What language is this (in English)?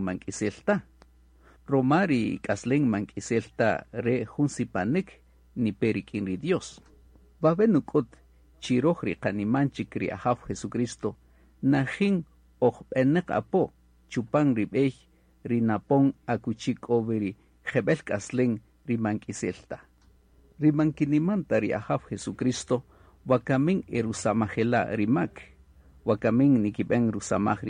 Kaqchikel